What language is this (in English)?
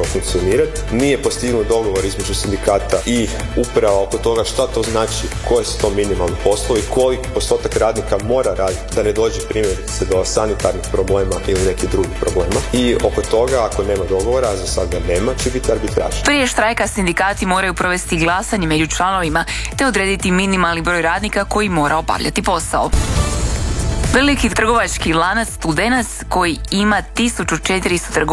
Croatian